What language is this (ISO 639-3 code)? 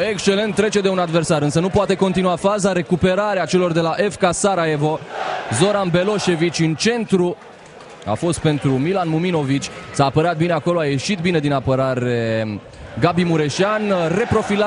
ron